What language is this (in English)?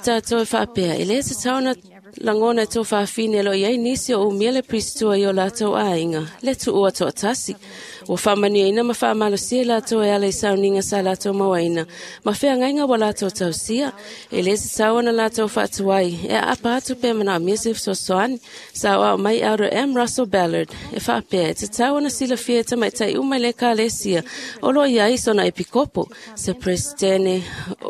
Samoan